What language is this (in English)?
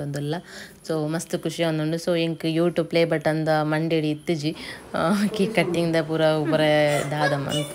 Tulu